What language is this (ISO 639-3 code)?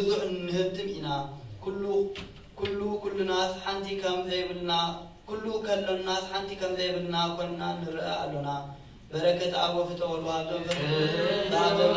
gez